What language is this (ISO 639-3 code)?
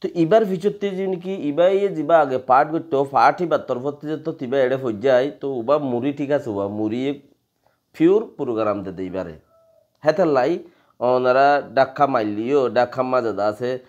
rhg